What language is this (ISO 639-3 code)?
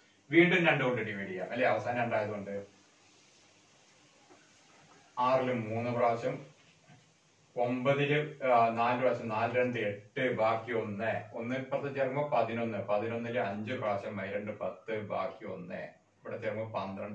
mal